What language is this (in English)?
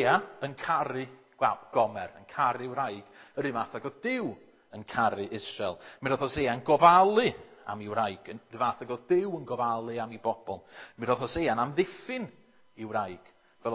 Welsh